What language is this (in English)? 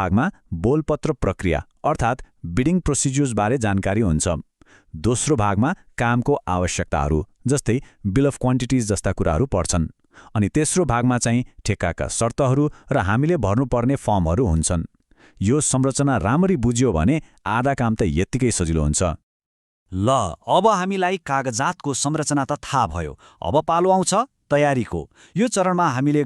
Nepali